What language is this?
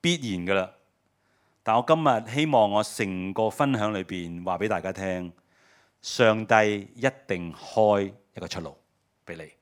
Cantonese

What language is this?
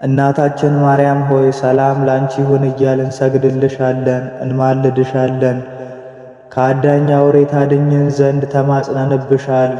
Amharic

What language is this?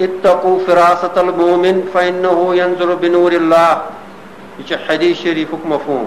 Kashmiri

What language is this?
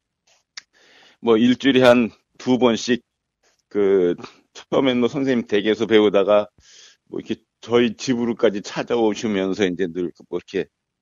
Korean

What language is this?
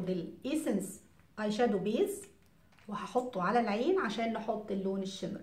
Egyptian Arabic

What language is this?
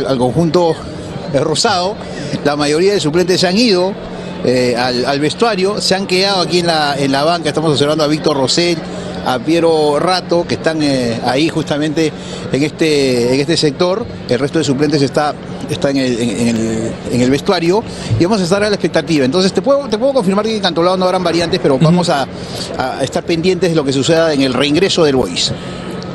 Spanish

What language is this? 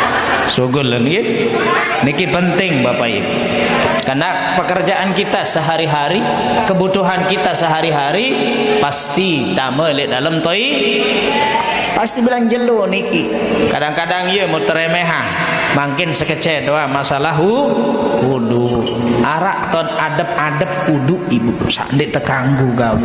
Sasak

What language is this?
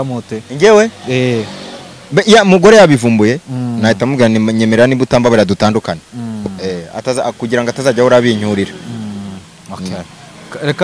Kinyarwanda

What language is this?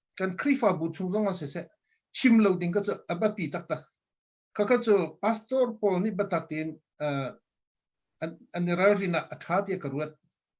Hakha Chin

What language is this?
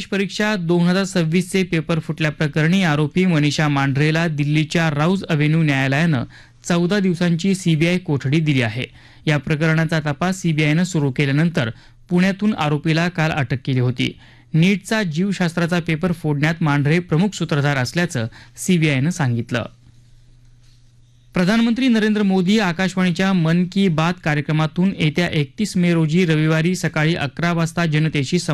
Marathi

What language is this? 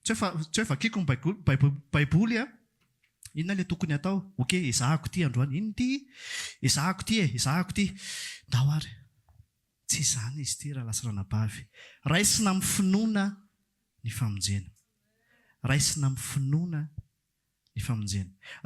Malagasy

